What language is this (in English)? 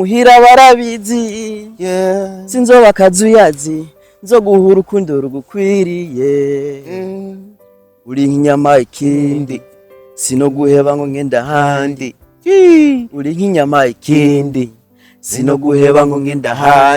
Rundi